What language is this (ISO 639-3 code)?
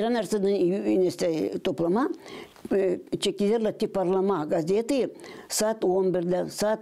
gag